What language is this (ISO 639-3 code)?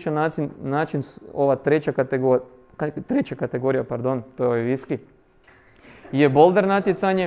hrv